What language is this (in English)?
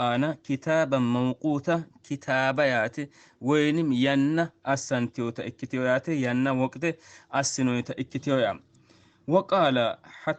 Sidamo